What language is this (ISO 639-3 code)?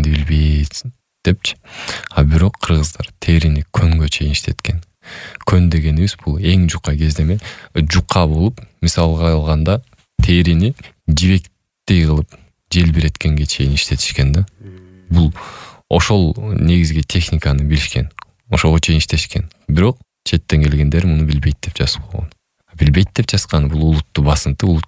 kir